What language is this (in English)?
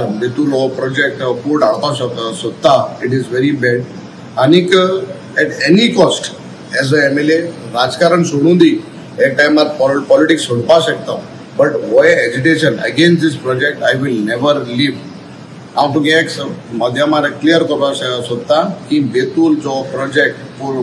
Konkani